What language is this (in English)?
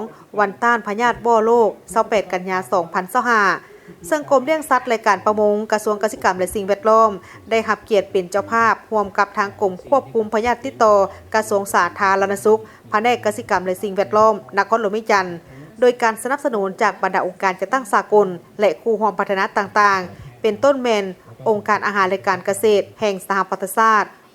Lao